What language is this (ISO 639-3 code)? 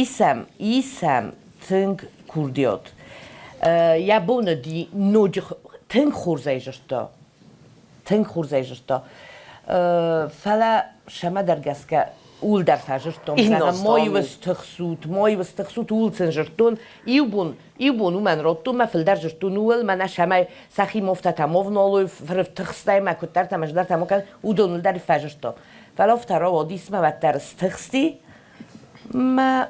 oss